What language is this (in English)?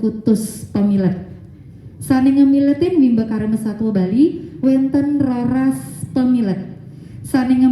Balinese